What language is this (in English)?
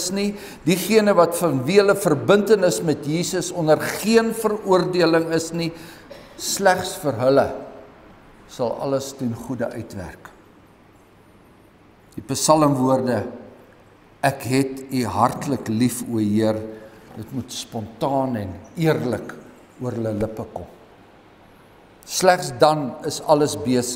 Afrikaans